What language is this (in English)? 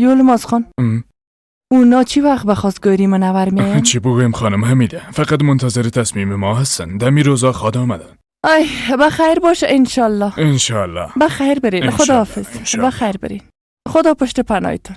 Persian